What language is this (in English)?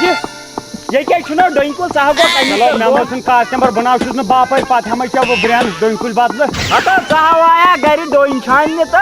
Kashmiri